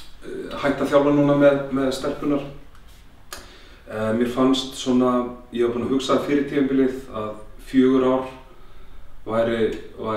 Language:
Icelandic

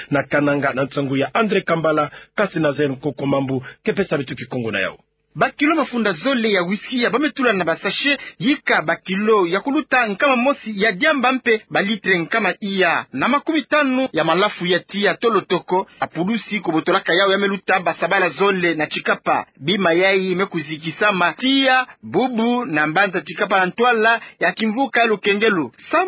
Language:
Kituba (Democratic Republic of Congo)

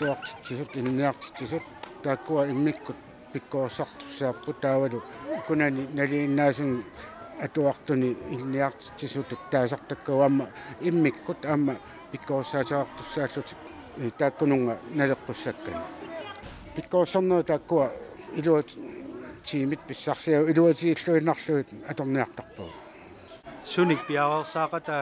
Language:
Kalaallisut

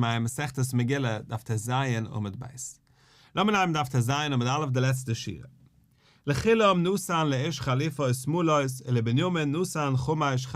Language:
Yiddish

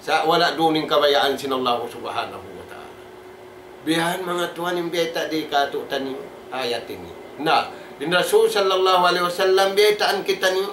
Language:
Tausug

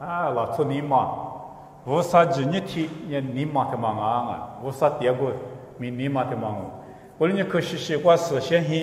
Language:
Lisu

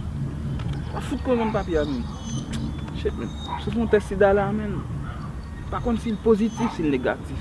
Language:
Haitian Creole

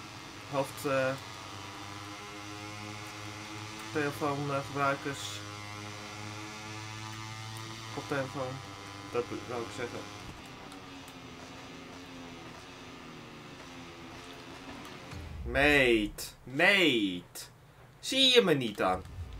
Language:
Dutch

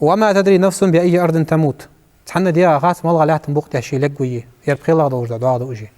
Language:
Ingush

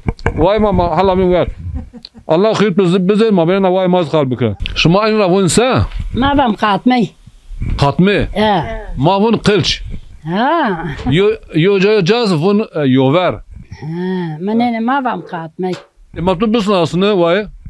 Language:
Zaza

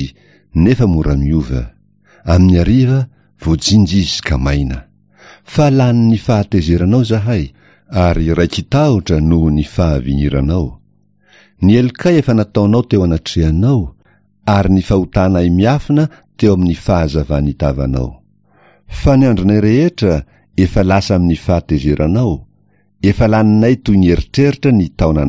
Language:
Malagasy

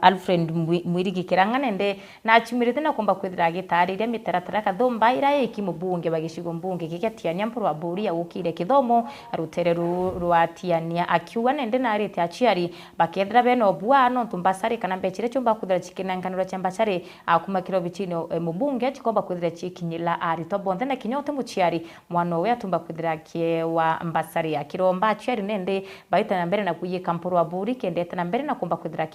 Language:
Meru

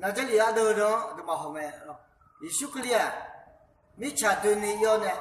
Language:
Akha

